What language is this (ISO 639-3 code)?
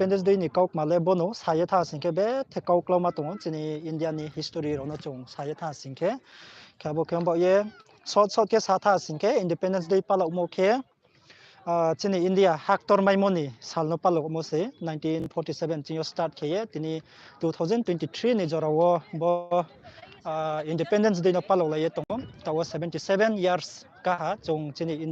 ria